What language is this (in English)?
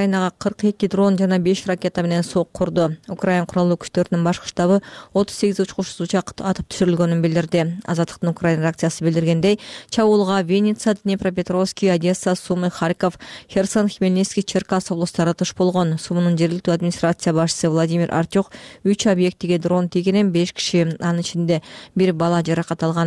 Kyrgyz